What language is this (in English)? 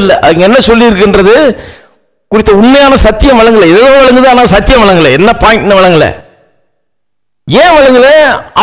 Tamil